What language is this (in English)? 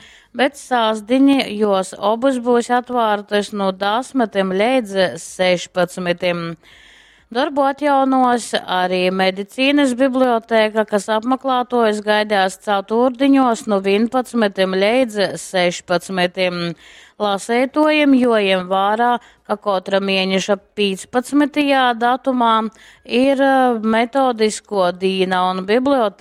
Latgalian